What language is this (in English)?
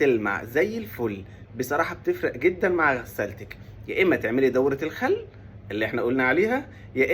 Egyptian Arabic